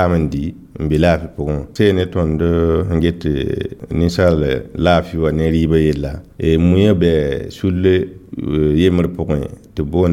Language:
Mossi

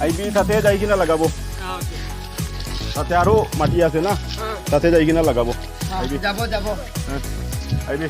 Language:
Sylheti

